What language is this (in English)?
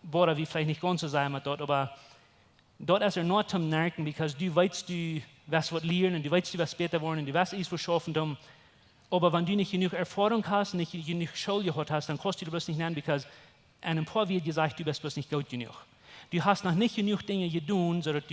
Plautdietsch